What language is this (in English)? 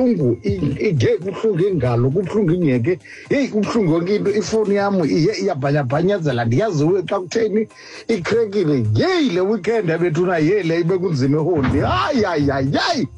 Xhosa